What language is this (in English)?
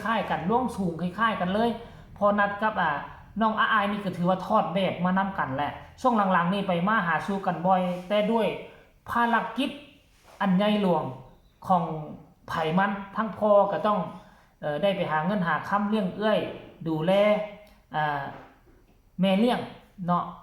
Northeastern Thai